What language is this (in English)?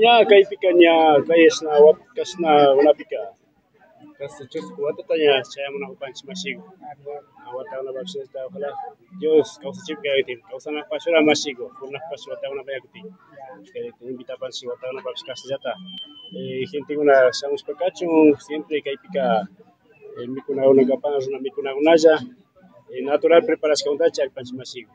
Imbabura Highland Quichua